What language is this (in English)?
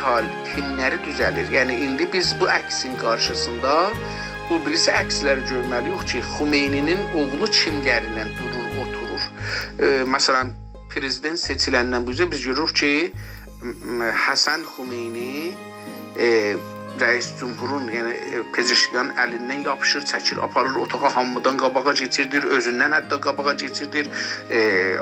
South Azerbaijani